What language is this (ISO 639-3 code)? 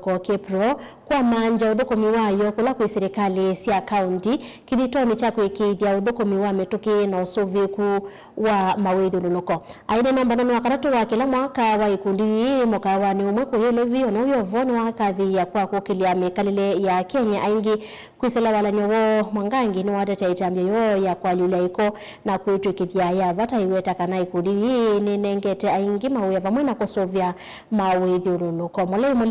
kam